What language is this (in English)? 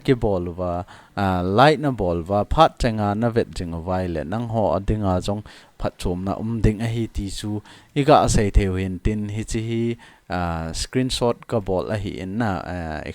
Thado Chin